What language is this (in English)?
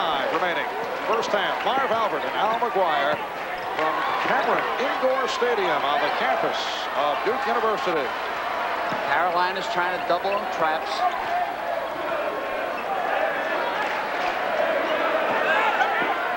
English